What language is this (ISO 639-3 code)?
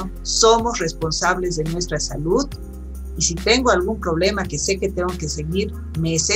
spa